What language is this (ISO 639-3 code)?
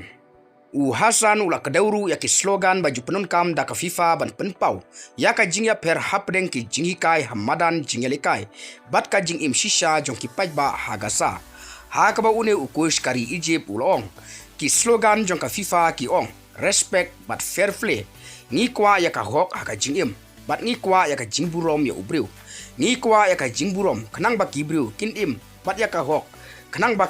kha